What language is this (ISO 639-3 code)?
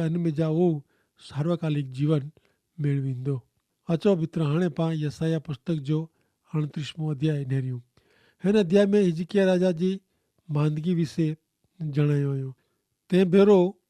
kfr